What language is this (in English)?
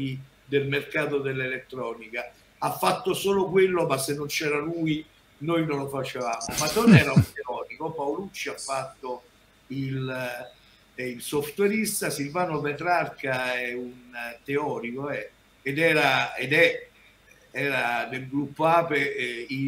Italian